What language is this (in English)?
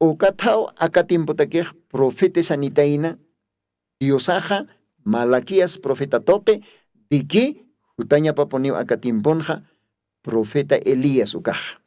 Aymara